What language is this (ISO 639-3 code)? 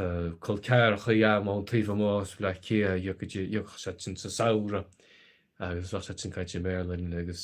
gle